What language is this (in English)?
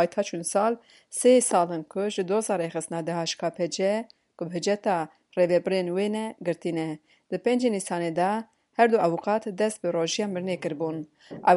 Kurdish